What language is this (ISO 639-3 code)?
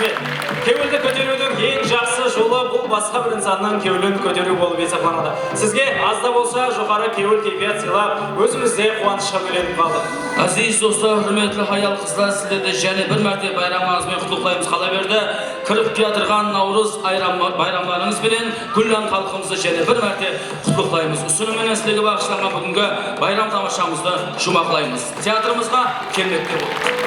kaa